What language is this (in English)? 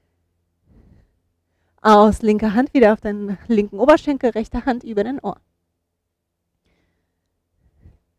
German